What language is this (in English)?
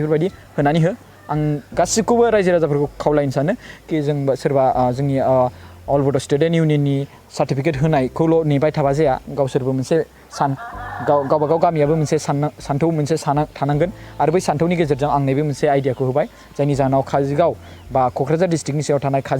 Bodo